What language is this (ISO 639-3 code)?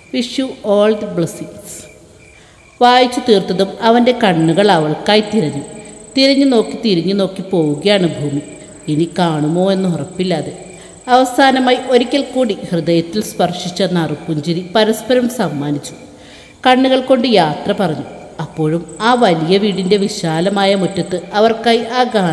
mal